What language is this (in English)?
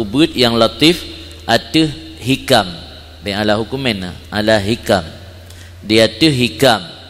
Achinese